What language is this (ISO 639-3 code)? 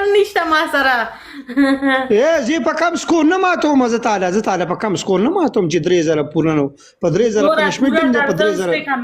pus